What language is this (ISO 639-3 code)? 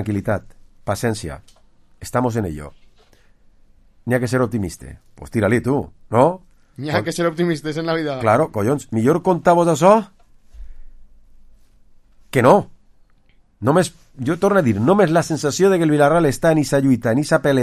cat